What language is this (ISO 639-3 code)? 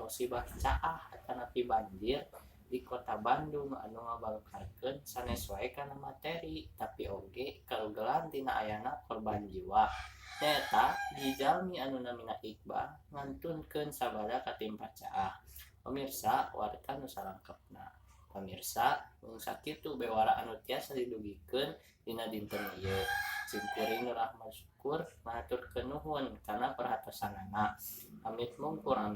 sun